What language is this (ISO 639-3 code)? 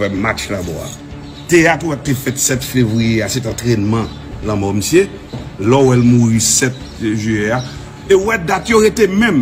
hat